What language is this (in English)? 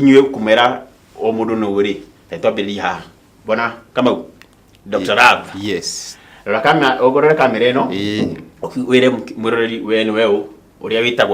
Kikuyu